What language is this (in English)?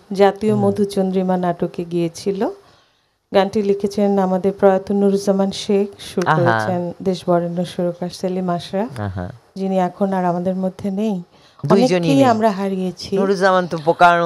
Bangla